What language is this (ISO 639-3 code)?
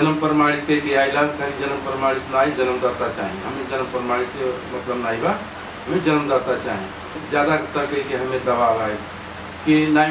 bho